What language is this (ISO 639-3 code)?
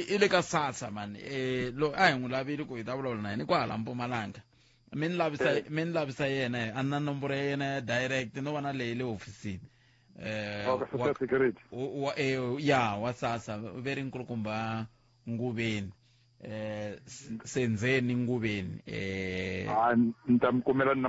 tso